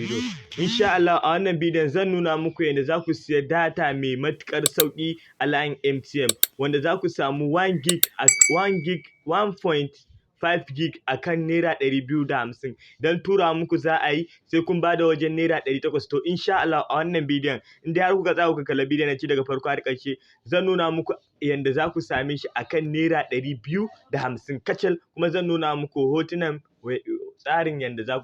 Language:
Hausa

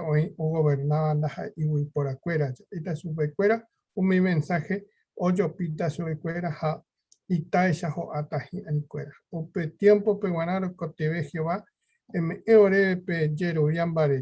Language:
Guarani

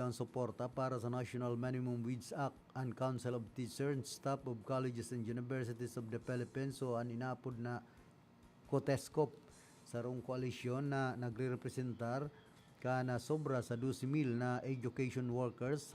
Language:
Bikol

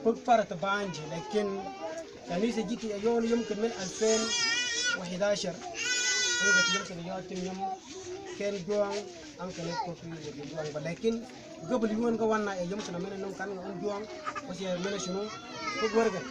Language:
Mabaan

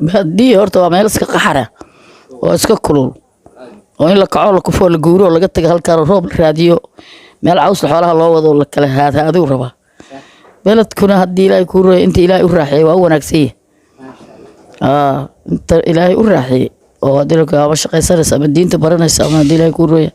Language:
Somali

